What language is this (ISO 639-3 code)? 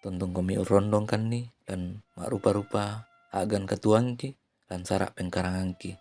sda